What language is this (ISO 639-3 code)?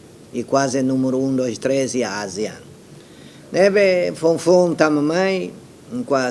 tet